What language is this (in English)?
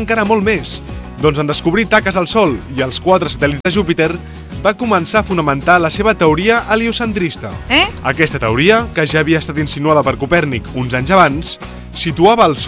Catalan